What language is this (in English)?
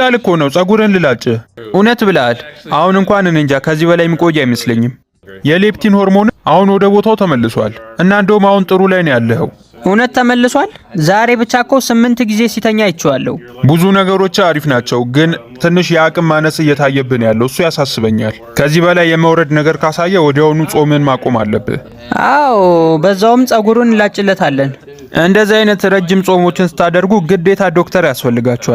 Amharic